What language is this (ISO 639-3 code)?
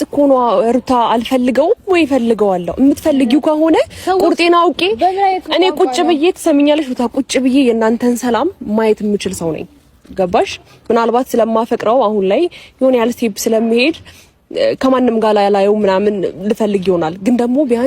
amh